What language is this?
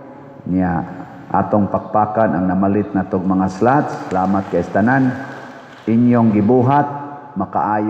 Cebuano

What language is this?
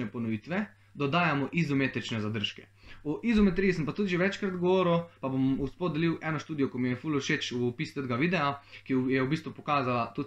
Slovenian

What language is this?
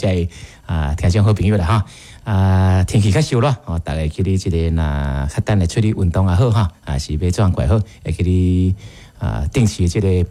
Min Nan Chinese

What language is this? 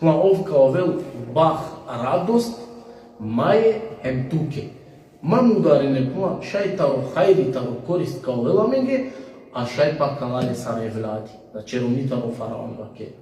Balkan Romani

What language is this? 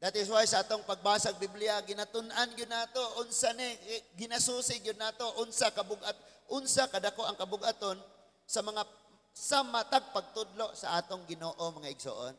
Cebuano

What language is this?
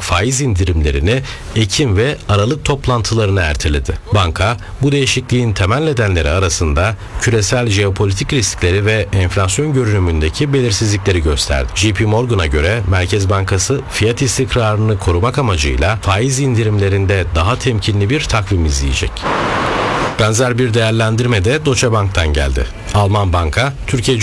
Turkish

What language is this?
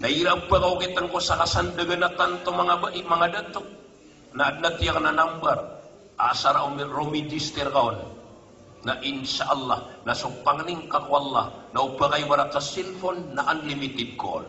Maranao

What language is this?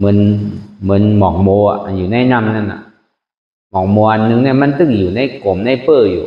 Shan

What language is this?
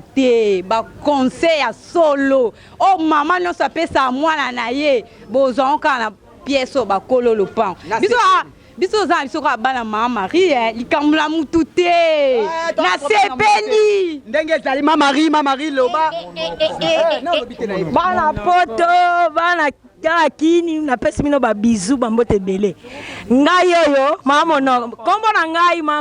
Lingala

